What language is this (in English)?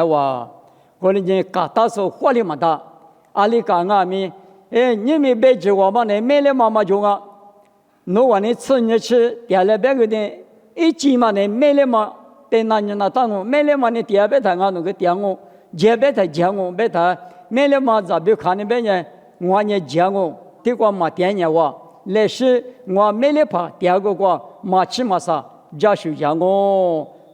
Lisu